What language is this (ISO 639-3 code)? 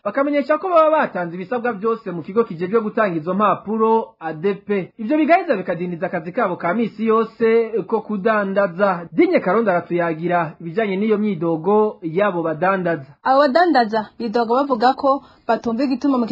run